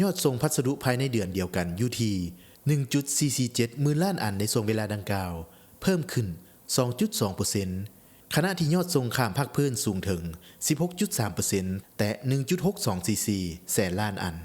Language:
Lao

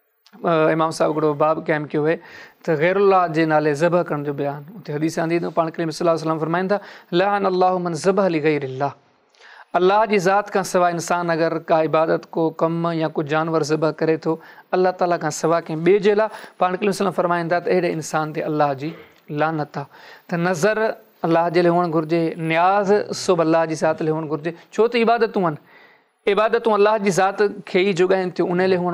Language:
Sindhi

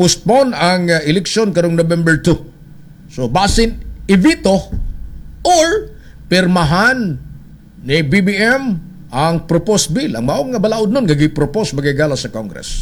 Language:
Cebuano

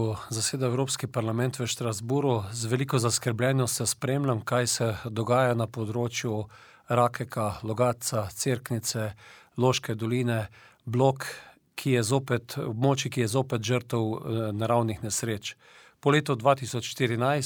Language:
Slovenian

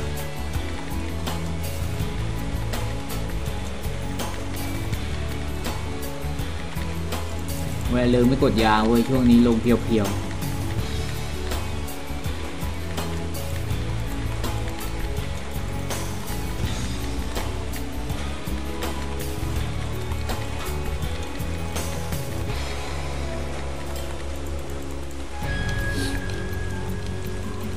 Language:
Thai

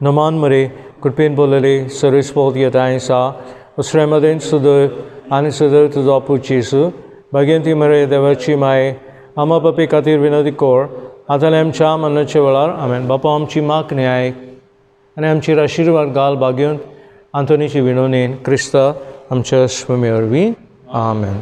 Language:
Konkani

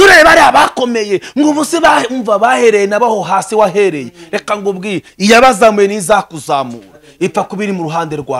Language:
Kinyarwanda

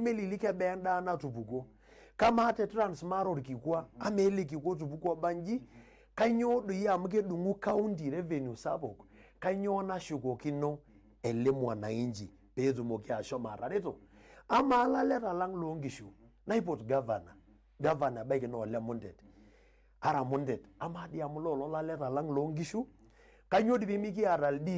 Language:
Masai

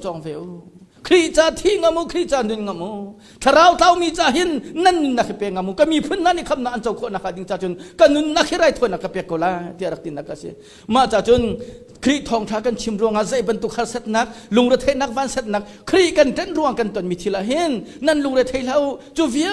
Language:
Hakha Chin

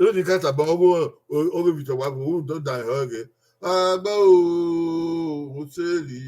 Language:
Bini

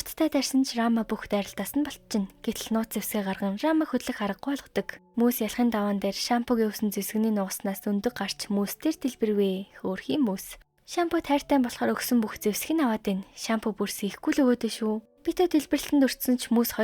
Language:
Mongolian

